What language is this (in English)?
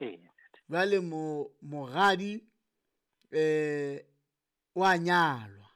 Southern Sotho